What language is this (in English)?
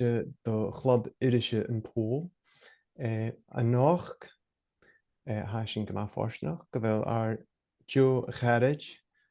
Scottish Gaelic